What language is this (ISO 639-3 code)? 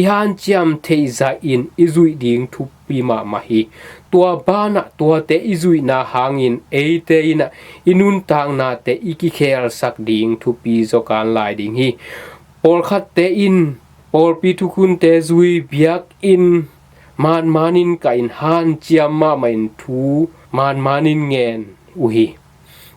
ctd